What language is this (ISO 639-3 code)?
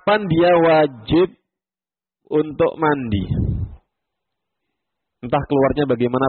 ind